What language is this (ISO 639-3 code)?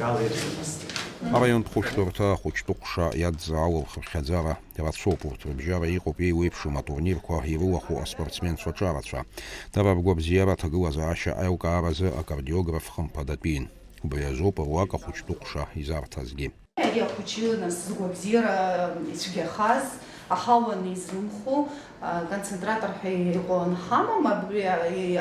abk